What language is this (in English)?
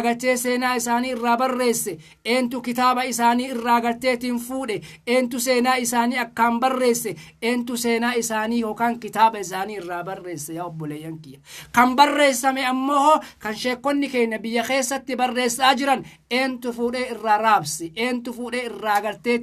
Oromo